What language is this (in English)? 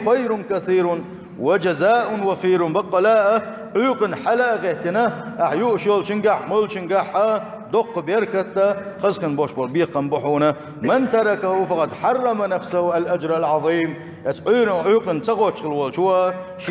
Chechen